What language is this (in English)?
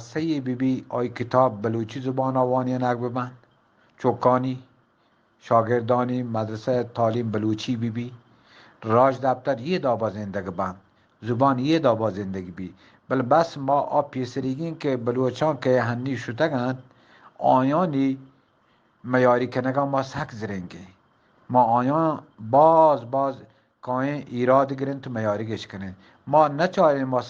Eastern Balochi